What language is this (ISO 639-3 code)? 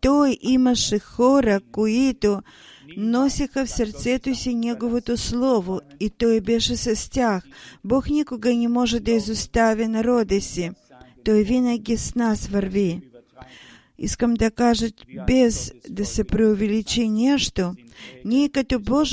bul